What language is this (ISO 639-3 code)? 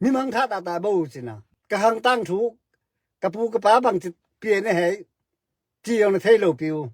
ctd